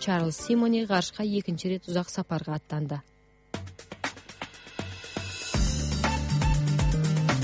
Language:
Kazakh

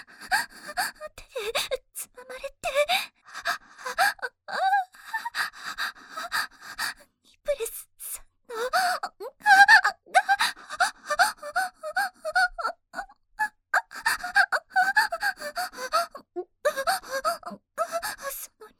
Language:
Japanese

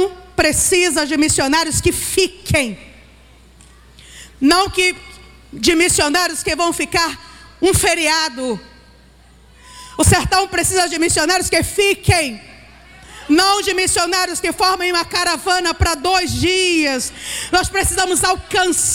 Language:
Portuguese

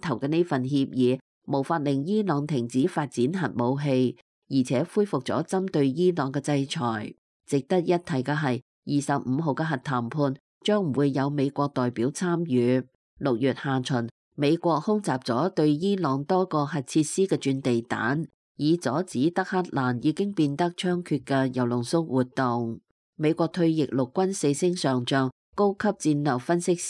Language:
Cantonese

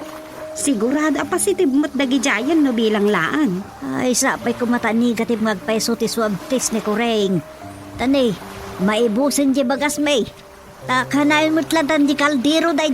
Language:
Iloko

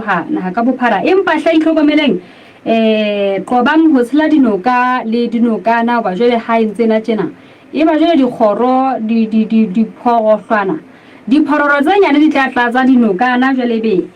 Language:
Southern Sotho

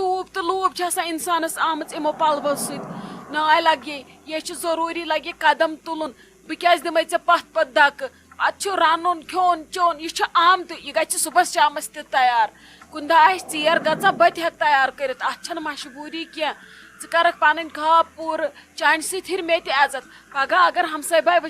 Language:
Kashmiri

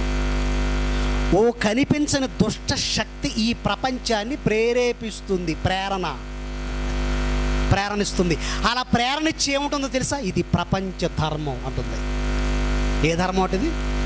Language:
Telugu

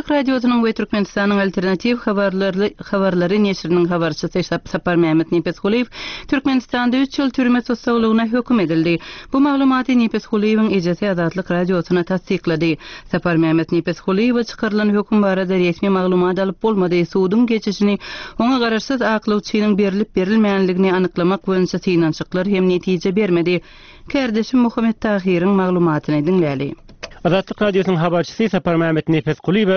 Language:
Turkmen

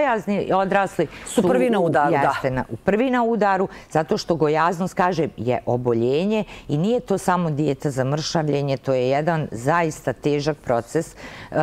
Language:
Bosnian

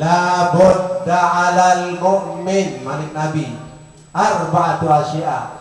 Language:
Sasak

